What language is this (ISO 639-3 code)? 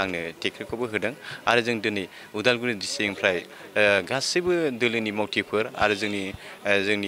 brx